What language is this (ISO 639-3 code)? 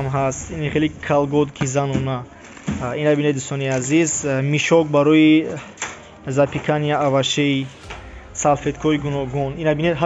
tgk